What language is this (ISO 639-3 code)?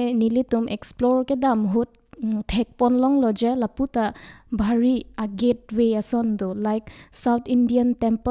mjw